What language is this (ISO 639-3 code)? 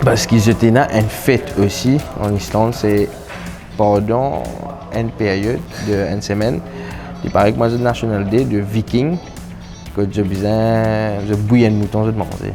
mfe